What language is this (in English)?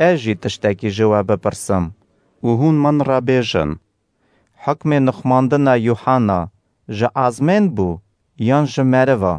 Kurdish